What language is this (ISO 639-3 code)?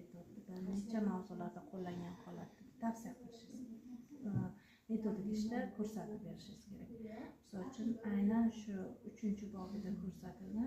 uzb